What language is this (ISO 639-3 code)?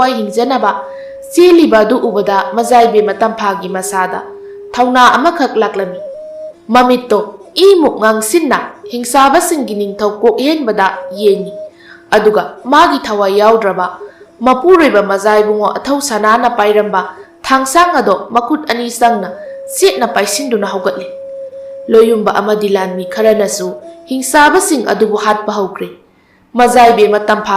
mni